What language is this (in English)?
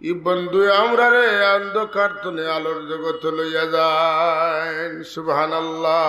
Sylheti